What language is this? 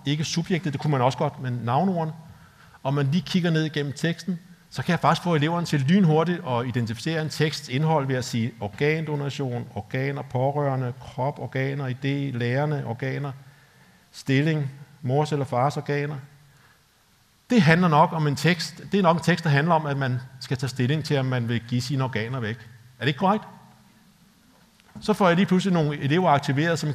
Danish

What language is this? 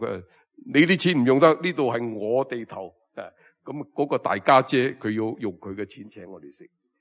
Cantonese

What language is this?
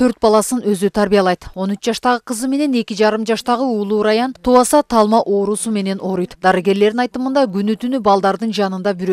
Kyrgyz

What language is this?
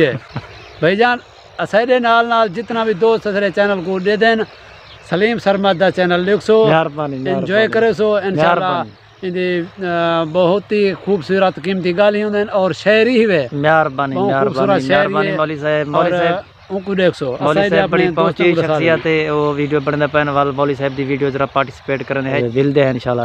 Saraiki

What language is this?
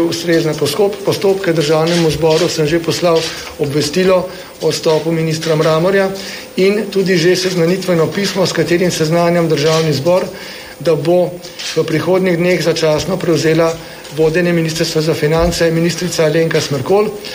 Slovenian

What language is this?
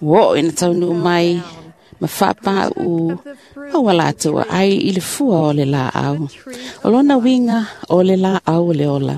Samoan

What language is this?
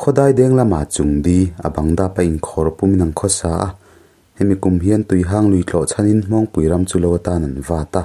Mizo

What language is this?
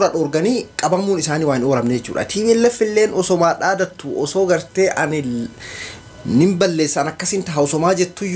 Oromo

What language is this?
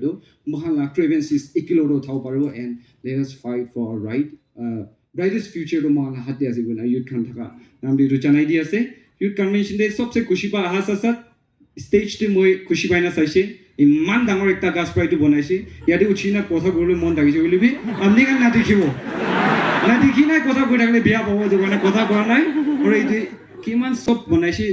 Naga Pidgin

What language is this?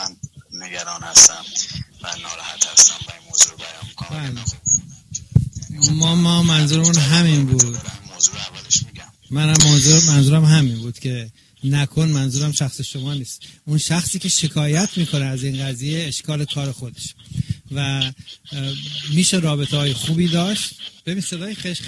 Persian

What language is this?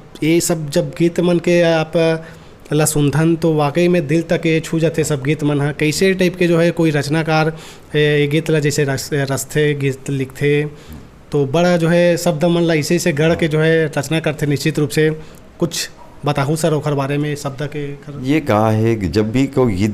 Chhattisgarhi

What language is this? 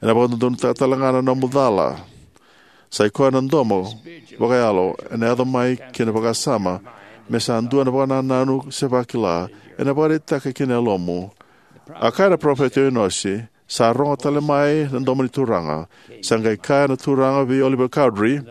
Fijian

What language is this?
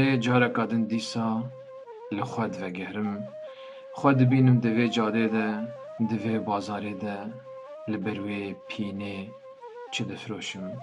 Kurdish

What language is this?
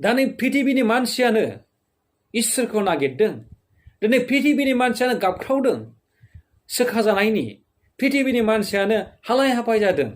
Bodo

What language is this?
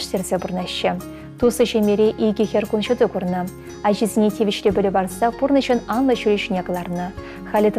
Chuvash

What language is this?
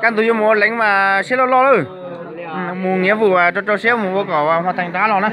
Hmong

